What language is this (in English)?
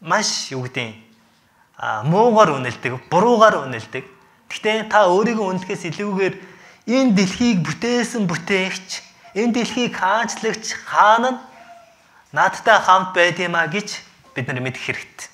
Mongolian